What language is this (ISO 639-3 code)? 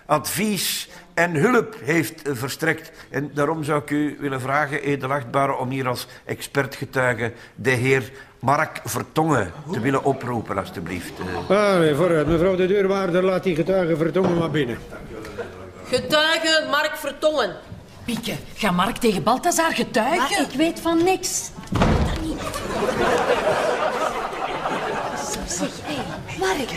nld